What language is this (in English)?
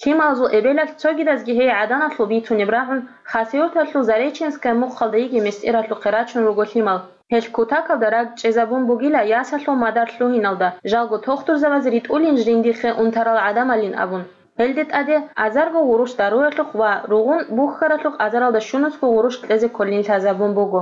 Avaric